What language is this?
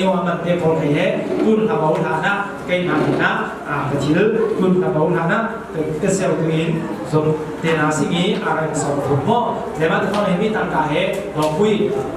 Falam Chin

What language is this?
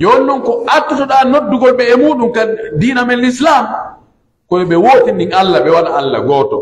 Pular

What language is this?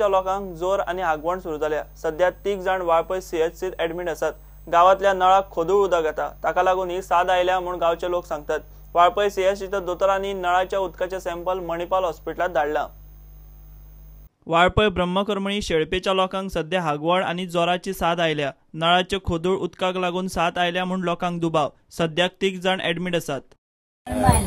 Konkani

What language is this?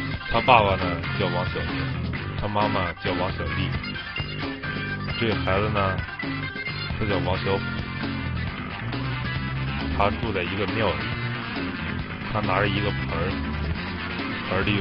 Chinese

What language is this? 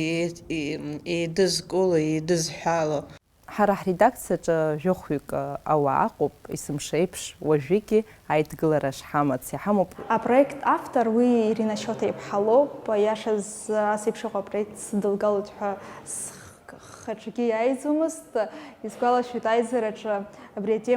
Abkhazian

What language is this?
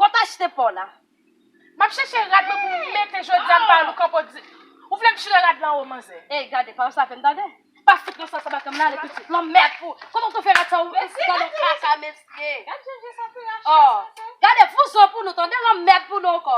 Haitian Creole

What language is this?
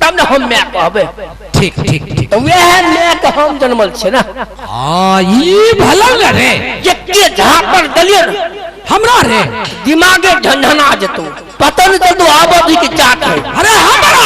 Maithili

